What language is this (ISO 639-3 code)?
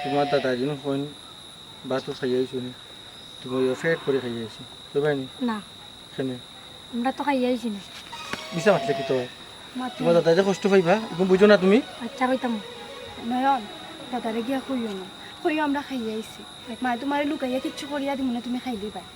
syl